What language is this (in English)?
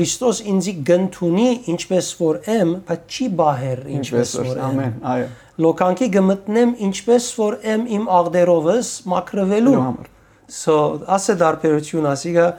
Western Armenian